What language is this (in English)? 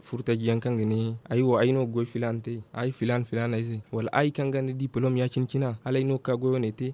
Zarma